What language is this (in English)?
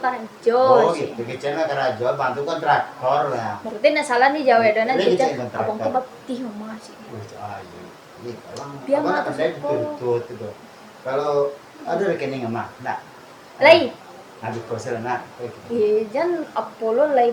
Minangkabau